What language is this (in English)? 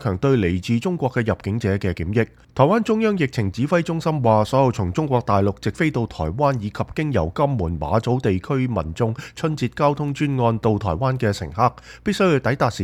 Cantonese